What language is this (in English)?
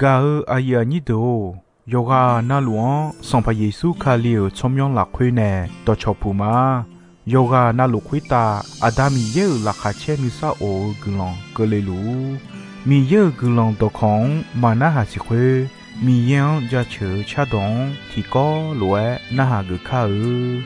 Akha